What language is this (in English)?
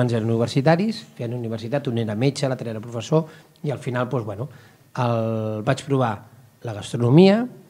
Catalan